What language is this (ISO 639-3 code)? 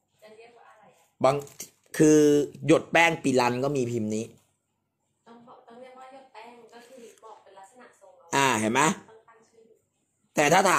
tha